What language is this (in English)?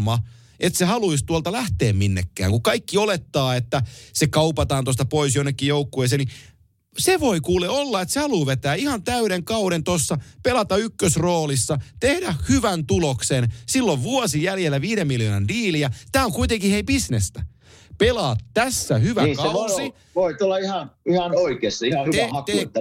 Finnish